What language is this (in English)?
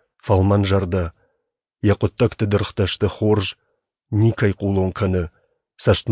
Ossetic